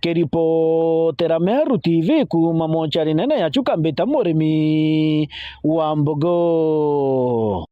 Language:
Meru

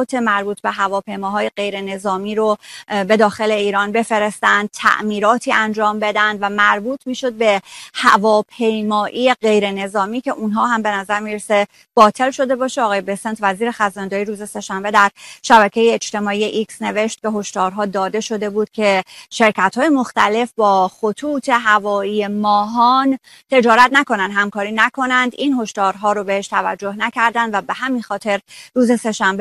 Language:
Persian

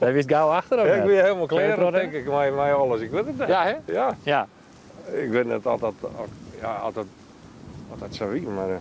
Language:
Western Frisian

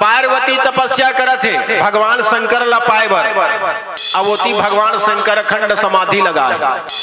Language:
Chhattisgarhi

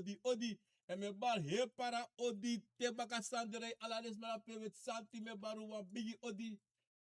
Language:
Sranan Tongo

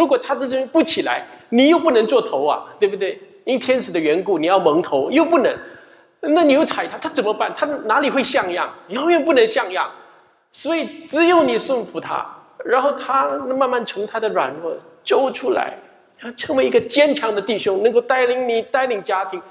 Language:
Chinese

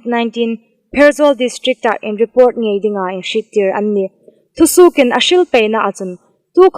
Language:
Hmar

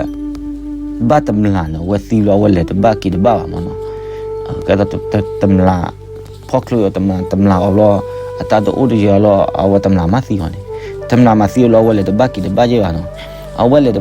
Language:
S'gaw Karen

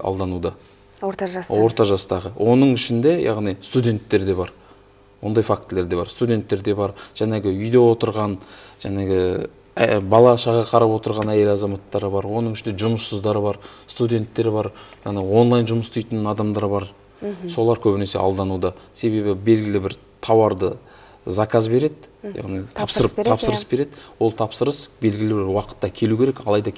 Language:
Kazakh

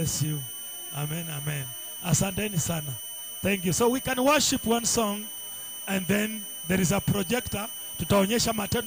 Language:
Swahili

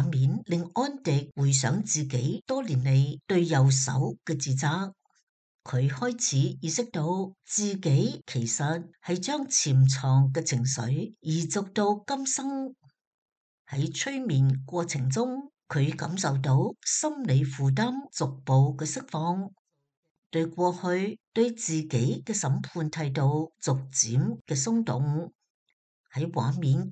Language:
Cantonese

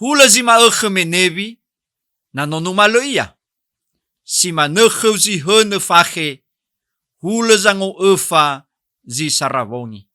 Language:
Nias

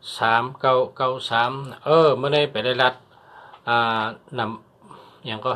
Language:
Shan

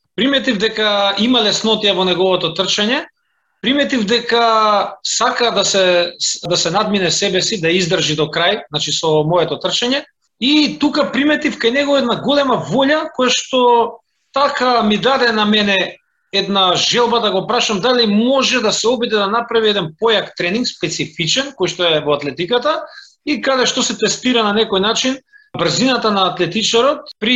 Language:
Macedonian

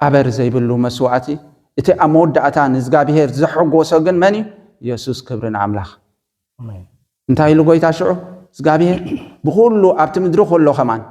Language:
Tigrinya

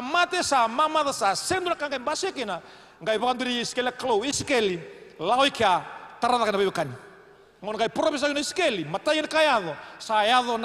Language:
Fijian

